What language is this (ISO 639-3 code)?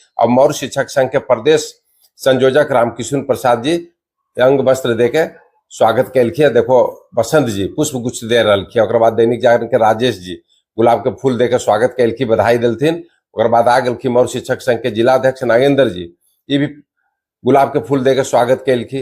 mag